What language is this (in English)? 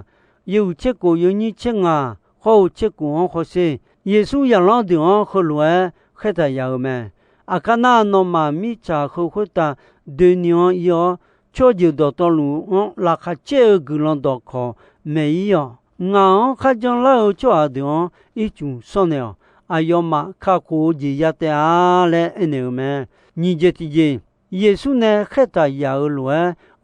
Akha